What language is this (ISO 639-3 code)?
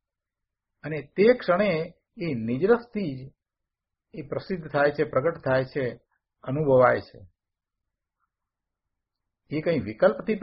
guj